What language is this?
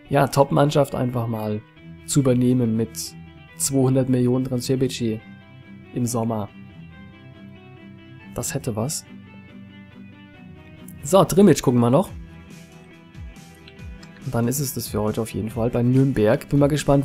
German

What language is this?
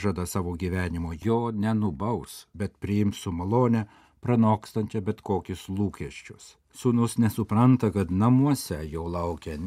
Lithuanian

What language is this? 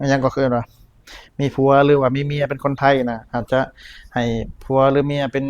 Lao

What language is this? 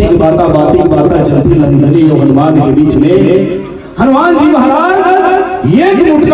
Chhattisgarhi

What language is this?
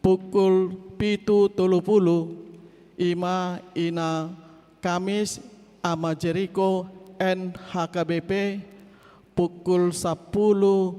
Batak Toba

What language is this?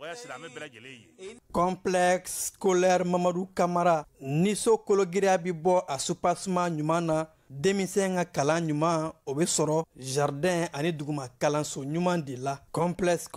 Bambara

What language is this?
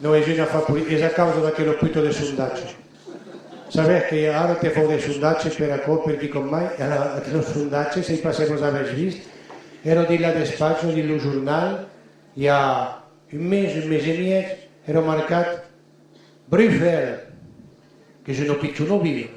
Occitan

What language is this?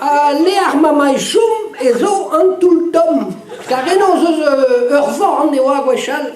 Breton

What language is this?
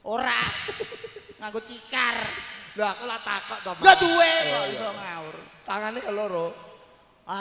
Javanese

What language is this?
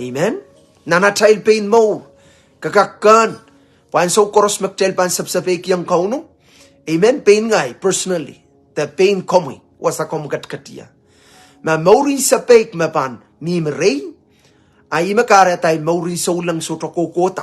Pohnpeian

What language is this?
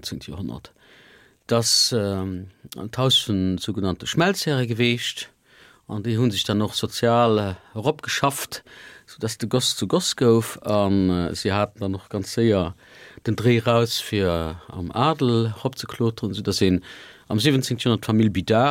Luxembourgish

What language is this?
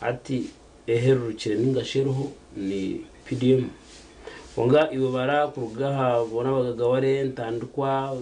Nyankole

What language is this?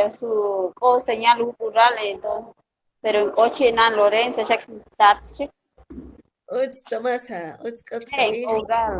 Kʼicheʼ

